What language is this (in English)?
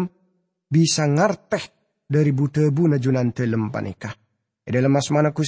Madurese